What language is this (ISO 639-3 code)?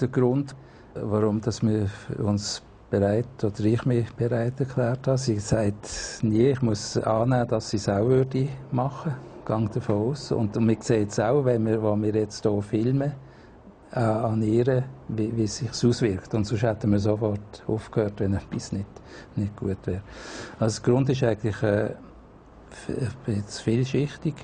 gsw